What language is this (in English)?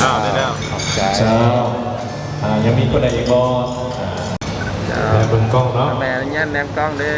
Lao